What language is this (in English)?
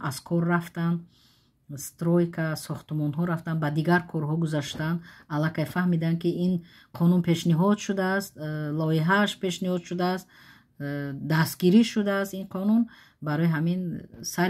Tajik